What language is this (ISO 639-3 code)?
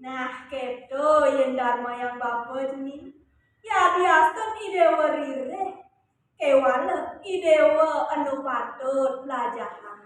ban